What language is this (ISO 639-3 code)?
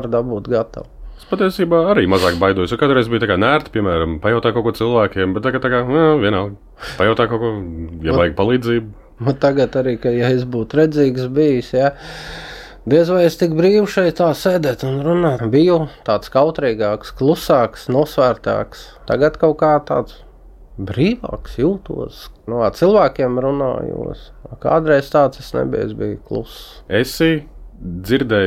lav